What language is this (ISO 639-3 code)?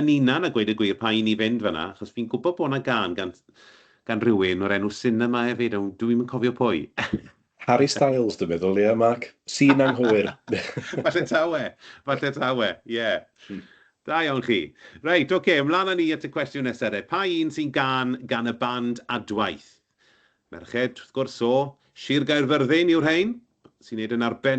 cym